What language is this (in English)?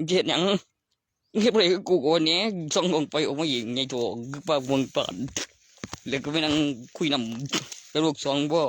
Northeastern Thai